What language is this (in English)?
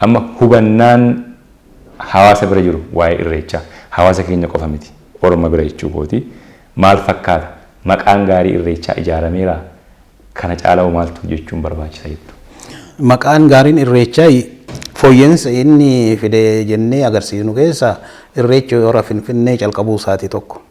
Oromo